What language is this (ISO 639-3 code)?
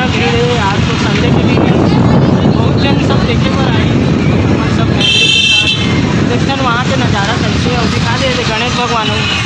hne